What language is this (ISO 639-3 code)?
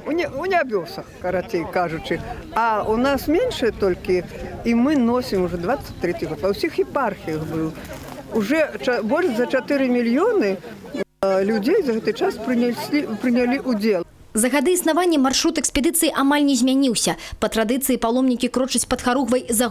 bel